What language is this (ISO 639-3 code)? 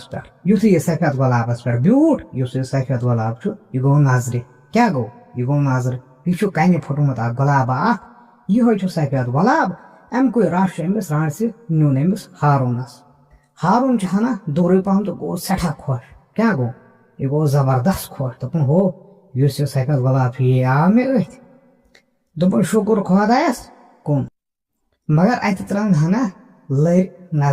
kas